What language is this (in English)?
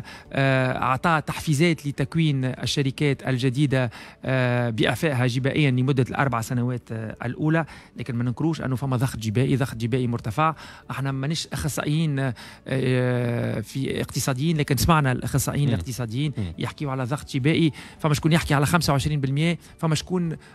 Tunisian Arabic